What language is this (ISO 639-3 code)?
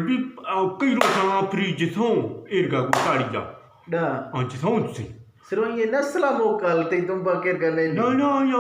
bgp